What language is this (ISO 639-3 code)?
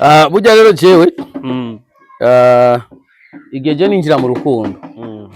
run